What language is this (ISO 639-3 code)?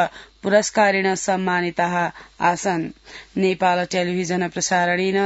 san